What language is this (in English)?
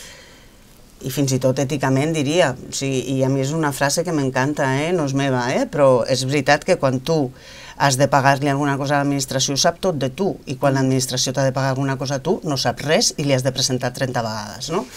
Catalan